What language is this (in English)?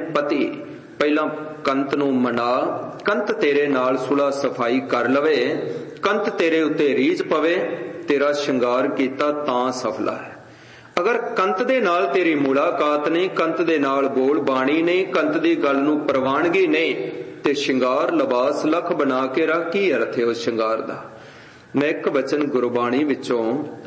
Punjabi